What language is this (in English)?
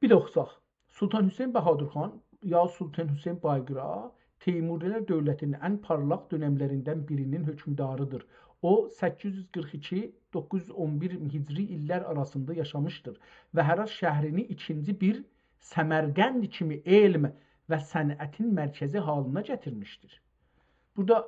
South Azerbaijani